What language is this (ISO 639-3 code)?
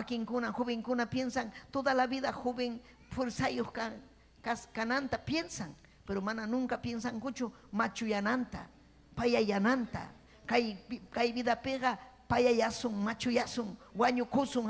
quy